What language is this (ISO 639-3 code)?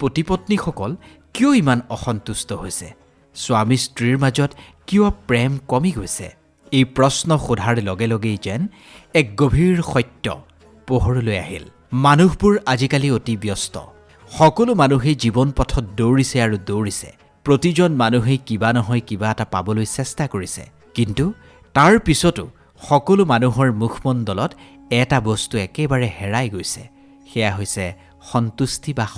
asm